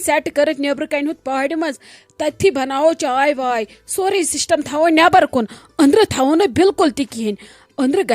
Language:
Kashmiri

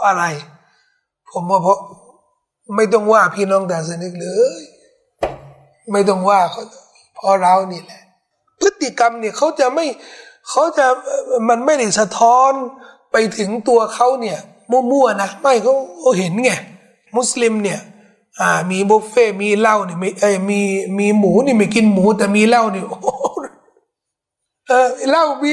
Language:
Thai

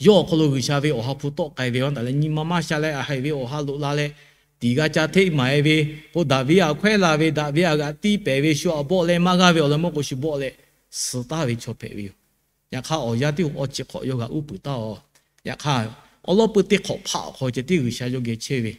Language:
Lahu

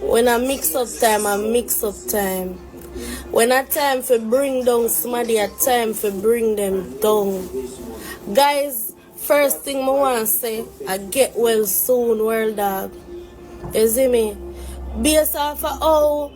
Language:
Jamaican Creole English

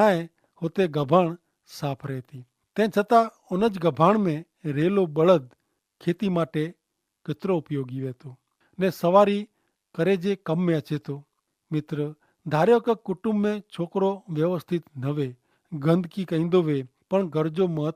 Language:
Kachhi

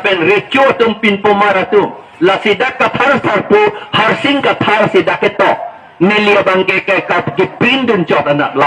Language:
Karbi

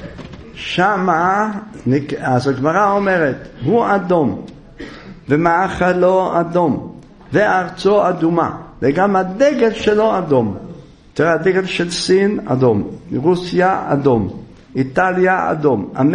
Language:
Hebrew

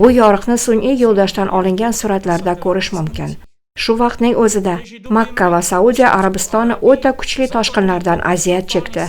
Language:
Uzbek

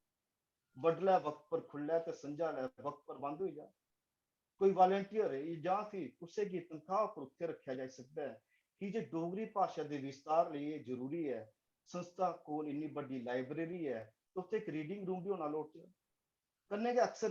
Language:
Dogri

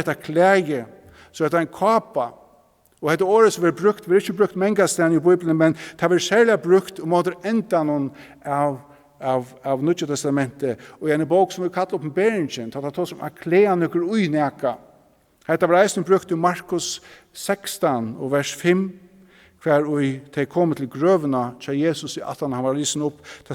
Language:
Faroese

